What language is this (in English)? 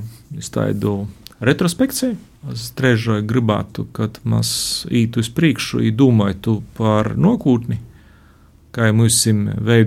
Latvian